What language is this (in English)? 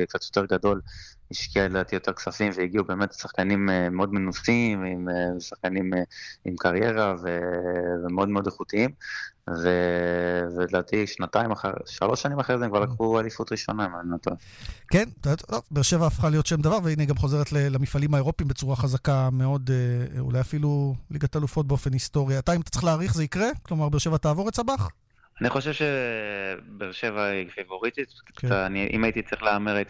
Hebrew